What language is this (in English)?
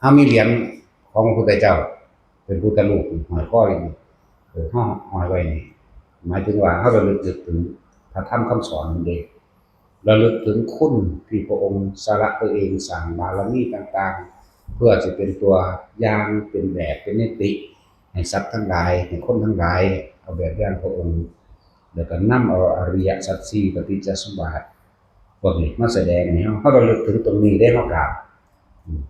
Northeastern Thai